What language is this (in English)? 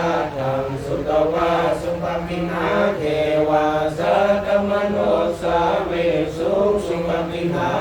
Pali